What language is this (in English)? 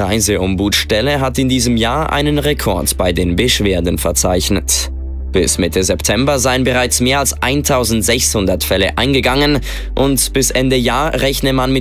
German